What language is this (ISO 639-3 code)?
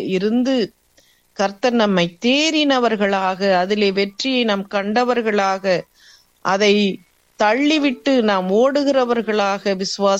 tam